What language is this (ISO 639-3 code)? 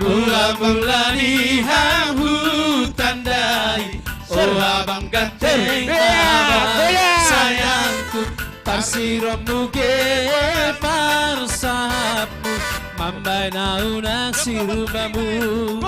bts